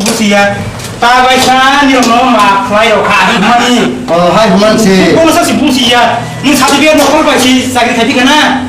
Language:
Kok Borok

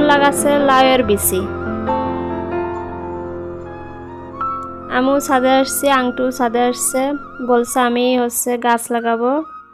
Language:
Bangla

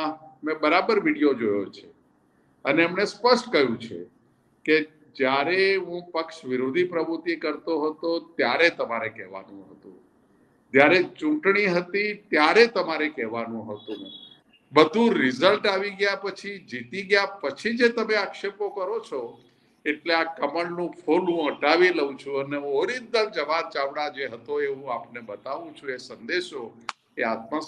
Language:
Gujarati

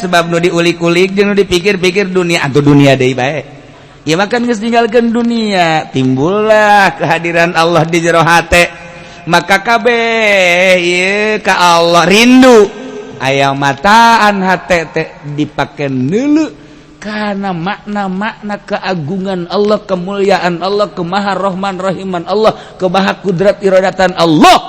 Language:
Sundanese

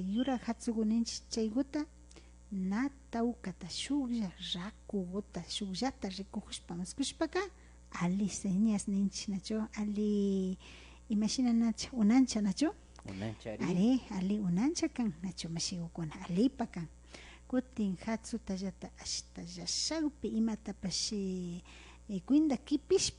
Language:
Imbabura Highland Quichua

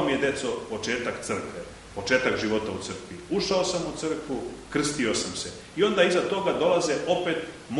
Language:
Serbian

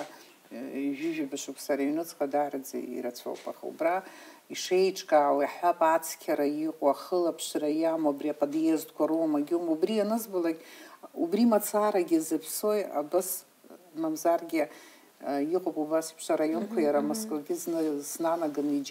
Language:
Abkhazian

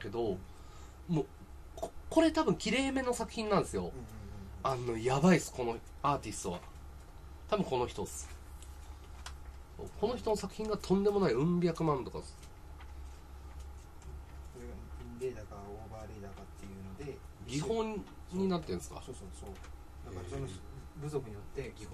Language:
Japanese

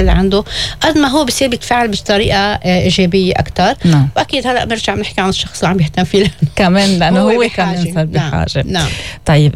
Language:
North Levantine Arabic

